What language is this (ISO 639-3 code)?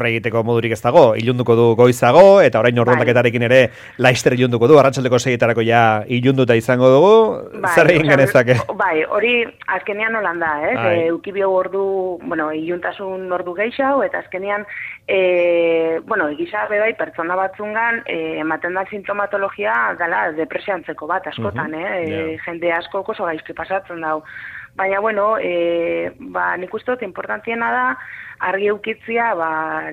eus